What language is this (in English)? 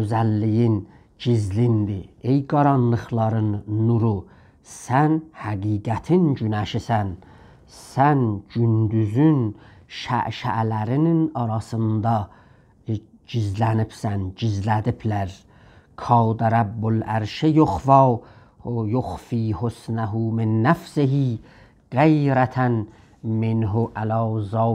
South Azerbaijani